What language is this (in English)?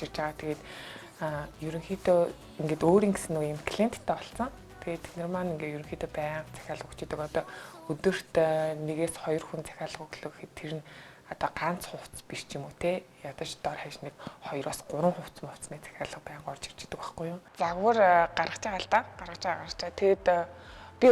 Mongolian